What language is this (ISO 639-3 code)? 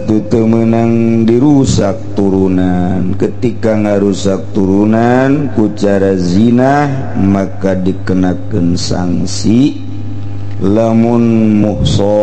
sun